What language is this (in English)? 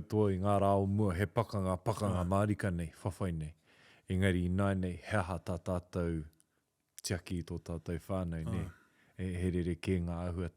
Māori